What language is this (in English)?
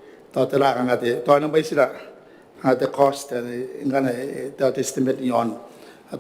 Gilbertese